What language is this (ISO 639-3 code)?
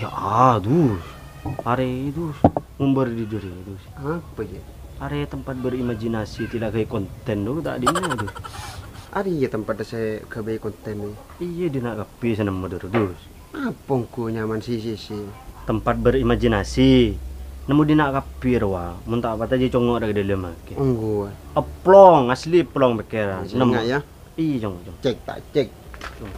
mad